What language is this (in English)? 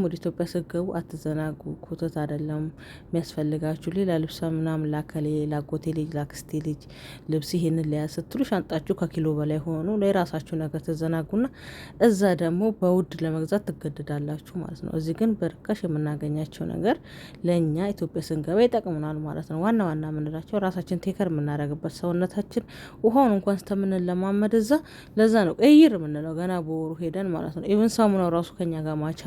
Amharic